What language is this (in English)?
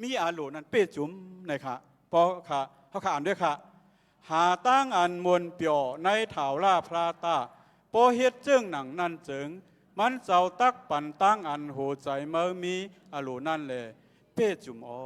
Shan